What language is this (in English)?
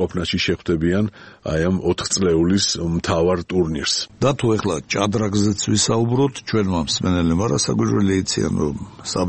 Georgian